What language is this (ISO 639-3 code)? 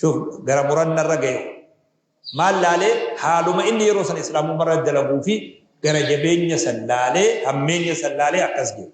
orm